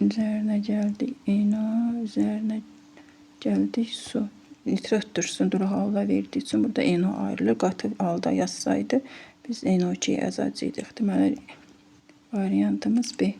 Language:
Azerbaijani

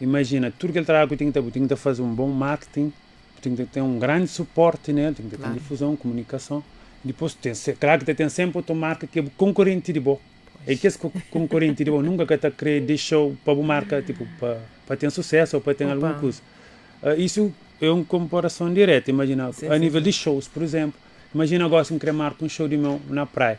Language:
Kabuverdianu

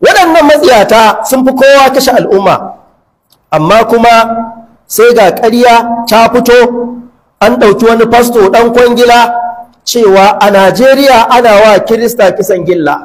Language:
Hausa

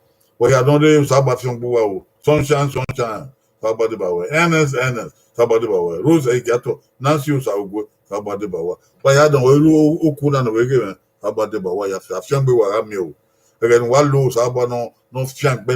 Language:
Bini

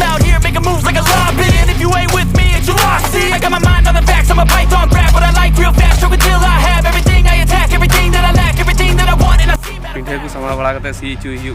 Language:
Santali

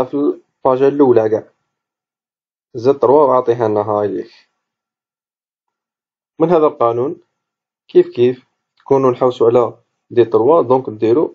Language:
Algerian Arabic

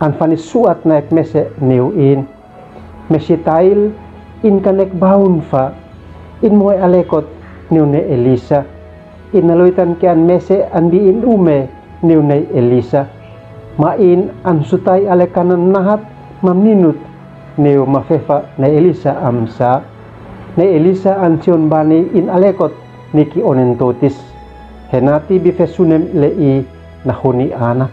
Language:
Uab Meto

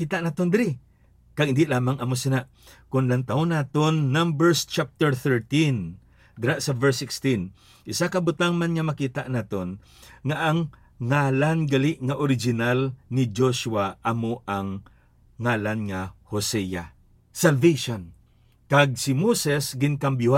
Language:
Hiligaynon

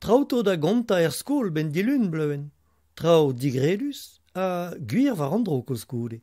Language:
Breton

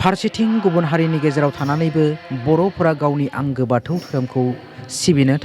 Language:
Bodo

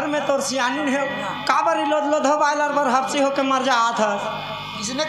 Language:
Chhattisgarhi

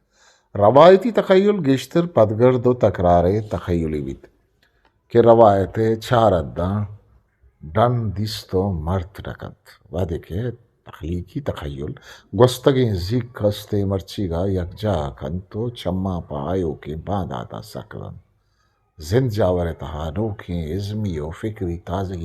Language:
Eastern Balochi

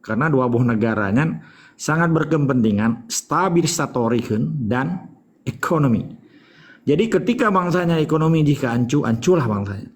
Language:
Achinese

